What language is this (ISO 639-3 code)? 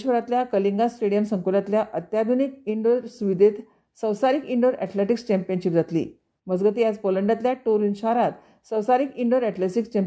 kok